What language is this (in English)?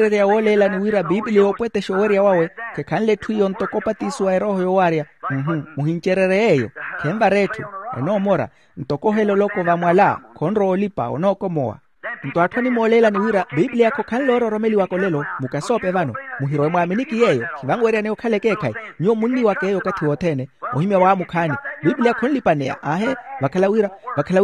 Makhuwa